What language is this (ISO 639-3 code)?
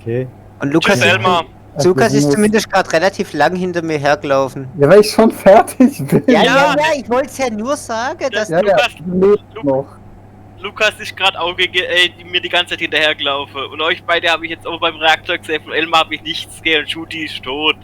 gsw